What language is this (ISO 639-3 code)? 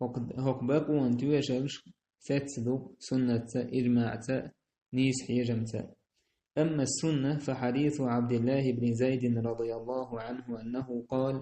che